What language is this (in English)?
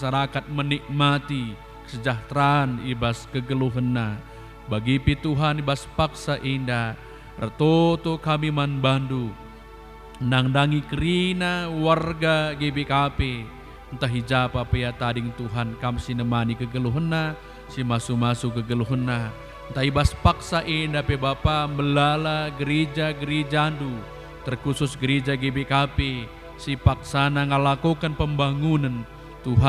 Batak Karo